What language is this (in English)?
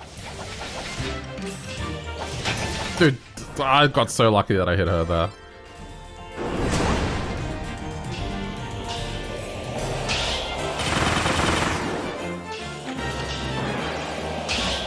English